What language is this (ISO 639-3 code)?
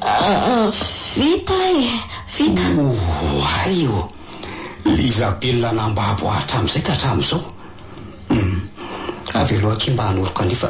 mlg